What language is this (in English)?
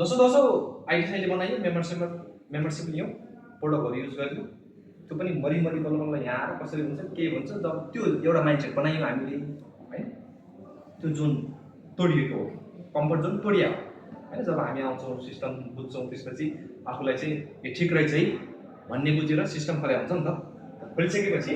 Nepali